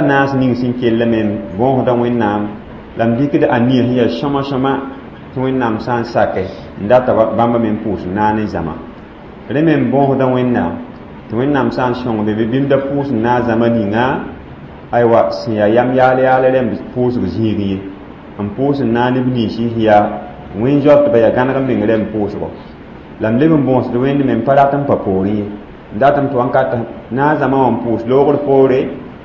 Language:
Mossi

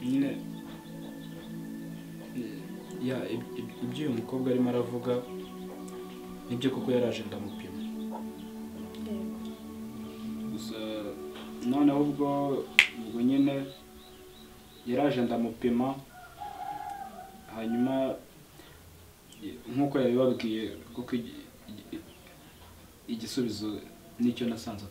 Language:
Kinyarwanda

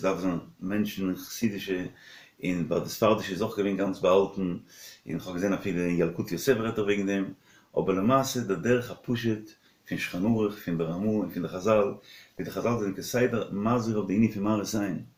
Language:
Yiddish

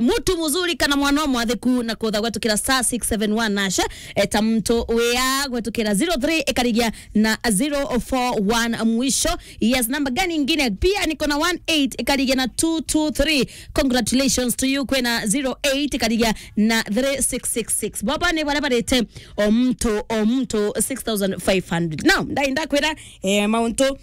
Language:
Meru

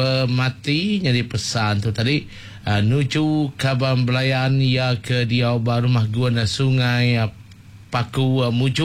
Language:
Iban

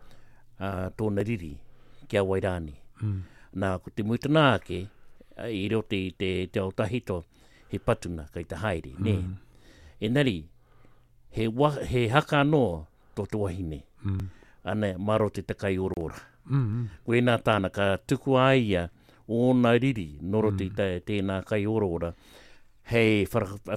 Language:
Māori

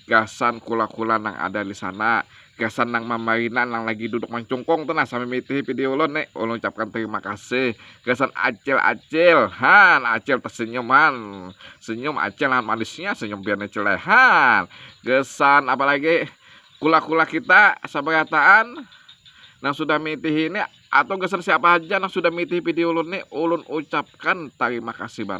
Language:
Banjar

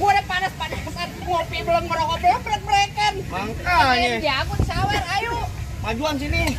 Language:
Betawi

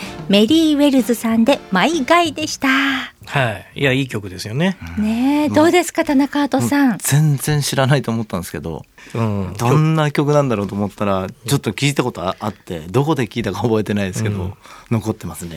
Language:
Japanese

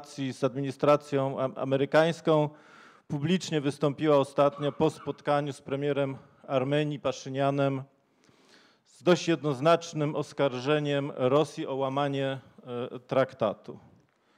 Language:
Polish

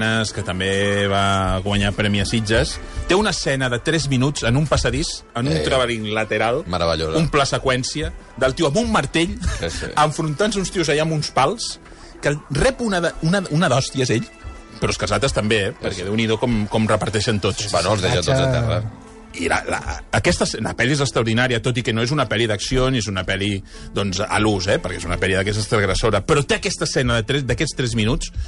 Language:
Catalan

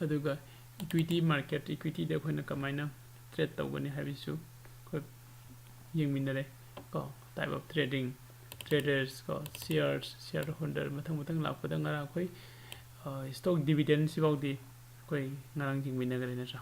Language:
Manipuri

